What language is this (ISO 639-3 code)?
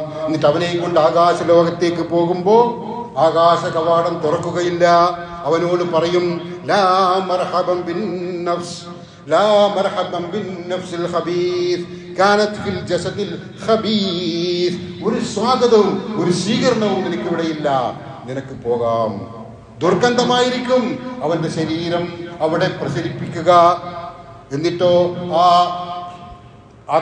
mal